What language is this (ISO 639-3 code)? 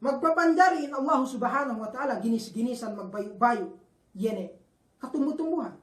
yka